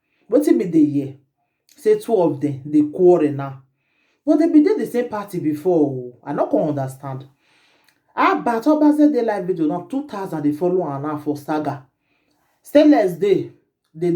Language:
Nigerian Pidgin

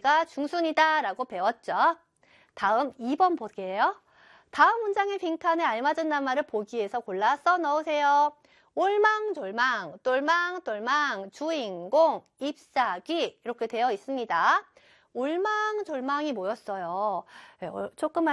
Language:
Korean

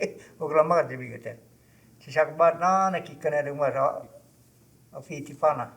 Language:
Choctaw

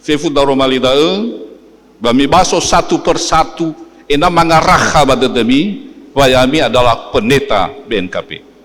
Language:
Nias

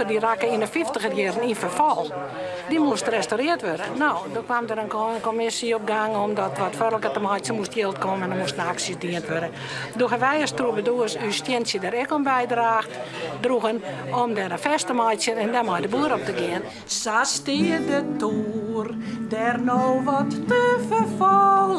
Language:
Western Frisian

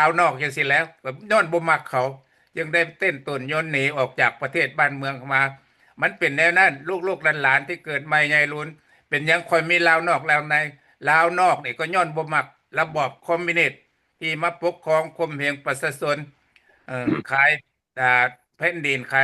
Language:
Lao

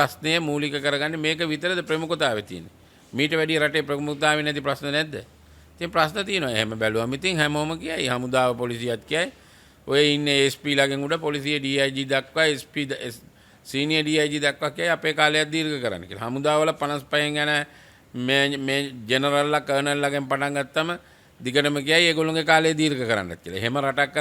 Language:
Sinhala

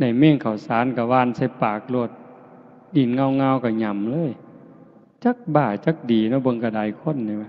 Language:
Northeastern Thai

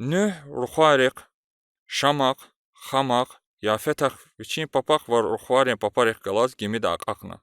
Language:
Lezghian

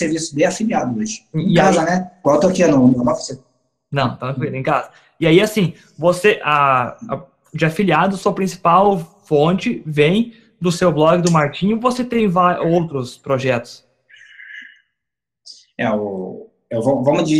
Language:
Portuguese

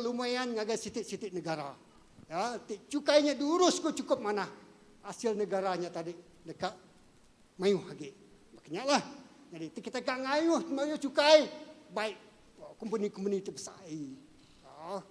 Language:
Iban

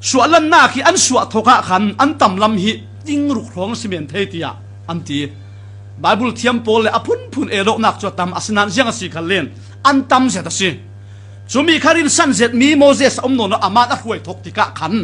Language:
Falam Chin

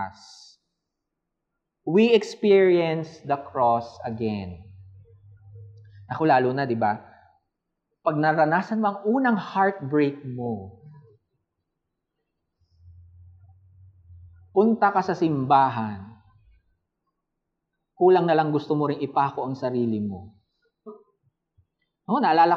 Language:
Filipino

